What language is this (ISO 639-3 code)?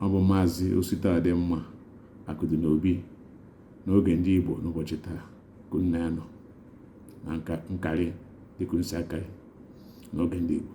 ibo